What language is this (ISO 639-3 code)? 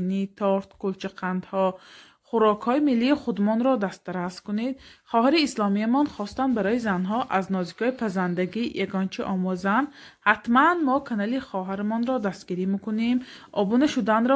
tgk